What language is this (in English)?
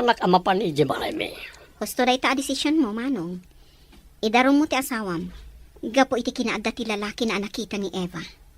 Iloko